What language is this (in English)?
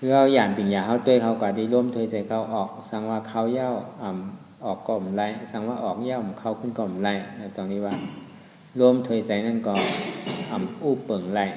Shan